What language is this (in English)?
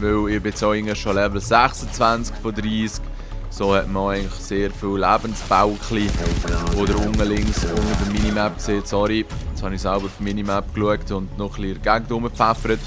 Swiss German